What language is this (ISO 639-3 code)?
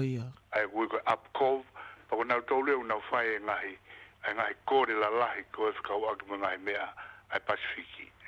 ton